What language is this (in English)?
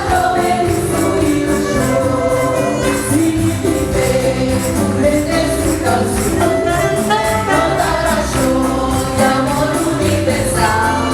Papiamento